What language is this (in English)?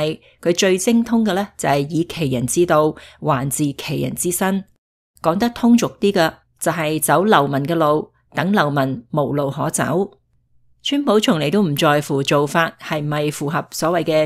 Cantonese